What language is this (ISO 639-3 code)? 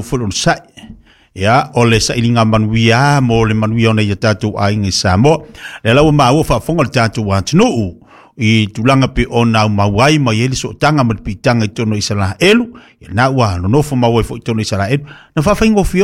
smo